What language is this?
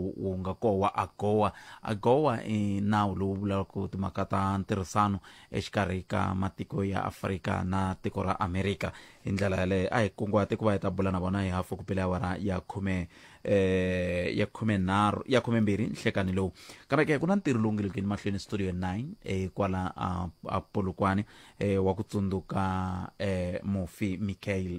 Tsonga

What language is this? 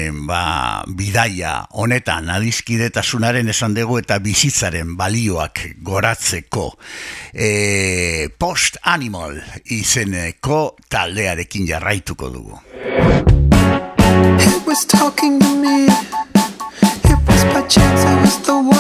Basque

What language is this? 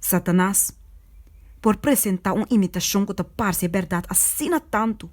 Papiamento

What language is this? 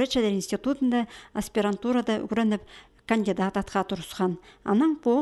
Khakas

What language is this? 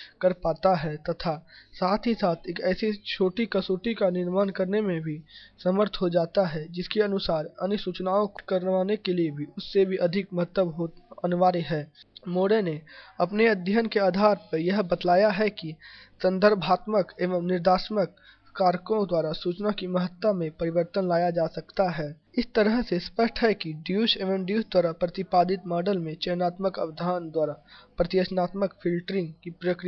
Hindi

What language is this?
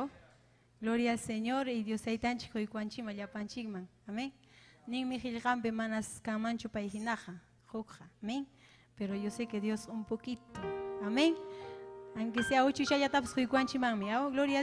Ayacucho Quechua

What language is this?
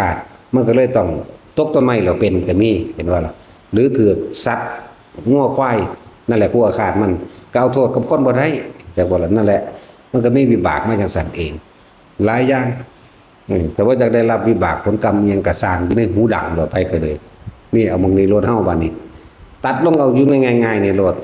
Northeastern Thai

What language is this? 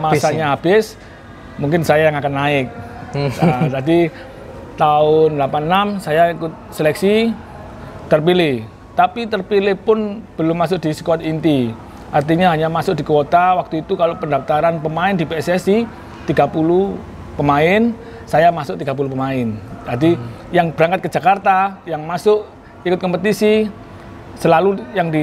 Indonesian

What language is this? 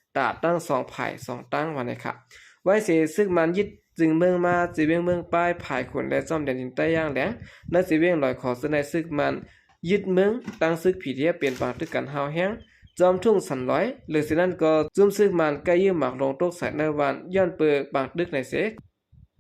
Shan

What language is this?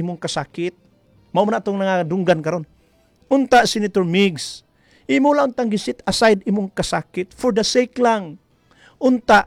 Cebuano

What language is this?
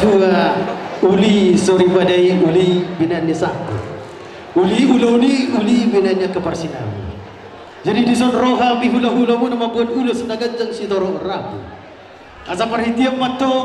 Batak Toba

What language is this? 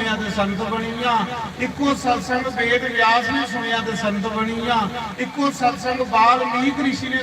Dogri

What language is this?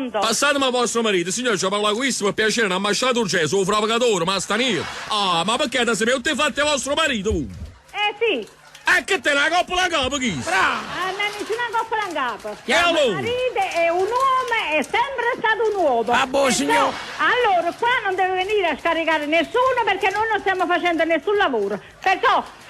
Neapolitan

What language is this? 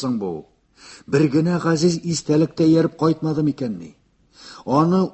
Tatar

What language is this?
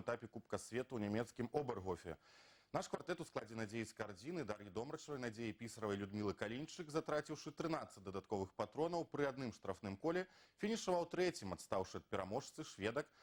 Belarusian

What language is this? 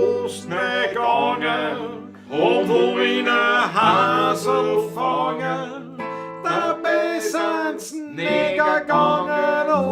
Bavarian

